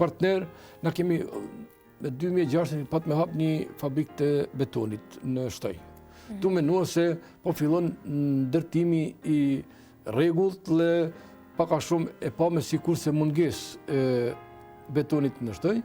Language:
Albanian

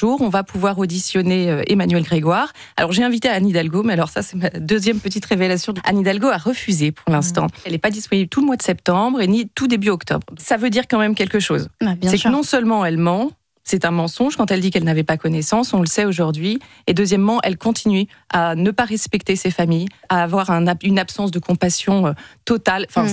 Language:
French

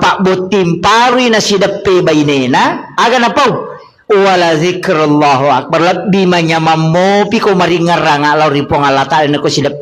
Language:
Buginese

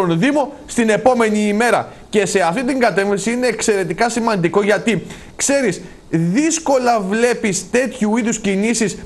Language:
Greek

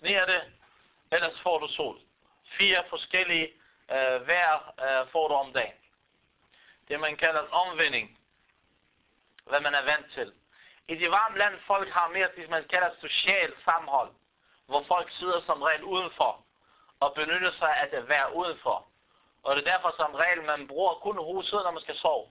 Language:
Danish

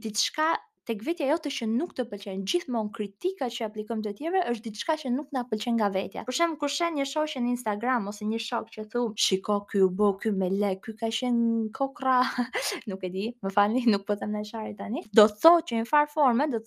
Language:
Albanian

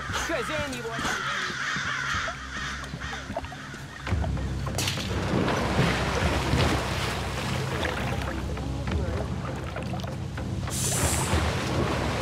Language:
Russian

